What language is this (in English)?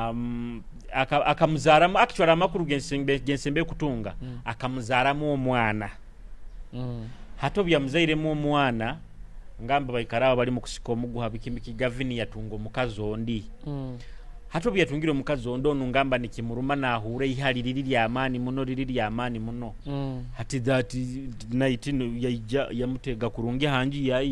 Nyoro